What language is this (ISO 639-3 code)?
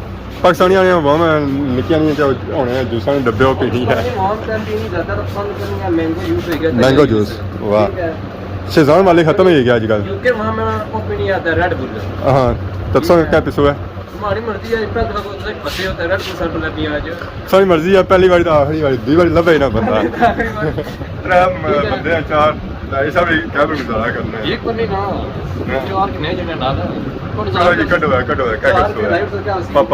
phr